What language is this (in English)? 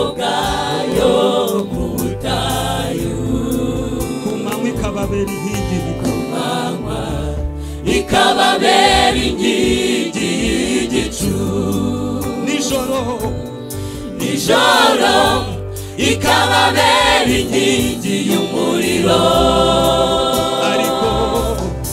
Kinyarwanda